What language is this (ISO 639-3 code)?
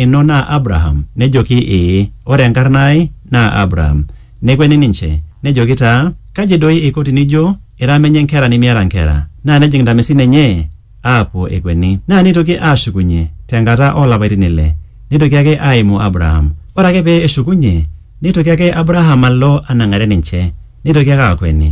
mas